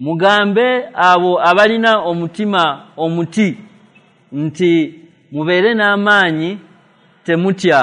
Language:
Ganda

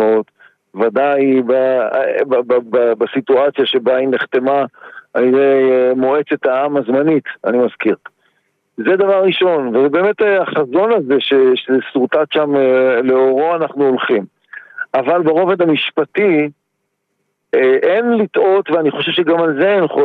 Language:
Hebrew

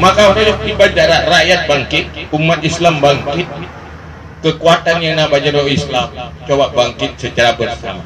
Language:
Achinese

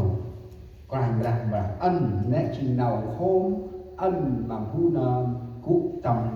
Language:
Central Mnong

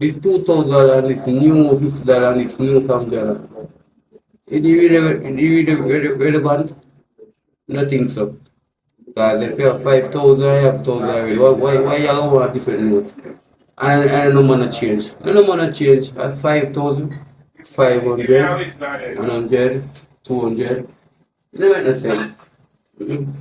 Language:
Jamaican Creole English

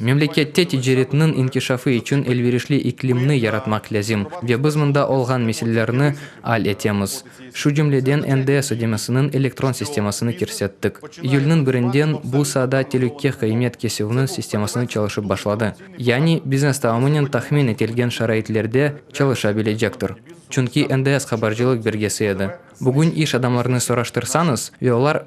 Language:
Crimean Tatar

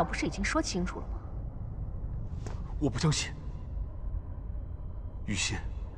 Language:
Chinese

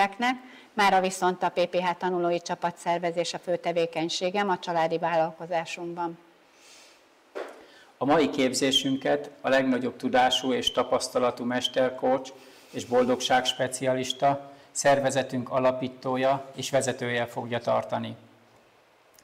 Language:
Hungarian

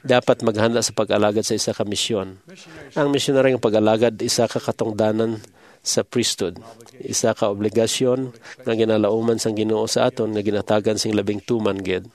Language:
Hiligaynon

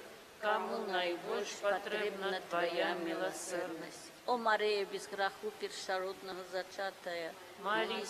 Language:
Belarusian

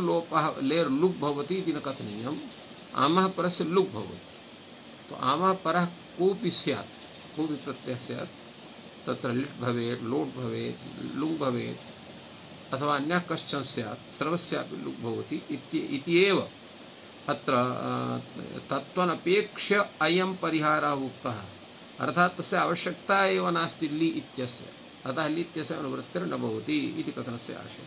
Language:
Sanskrit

